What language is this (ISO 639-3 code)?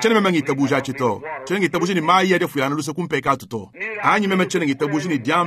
lua